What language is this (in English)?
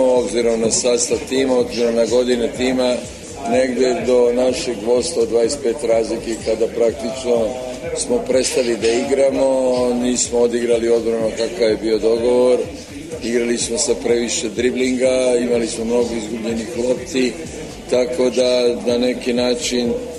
Serbian